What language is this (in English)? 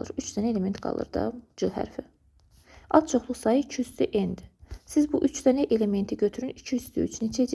Azerbaijani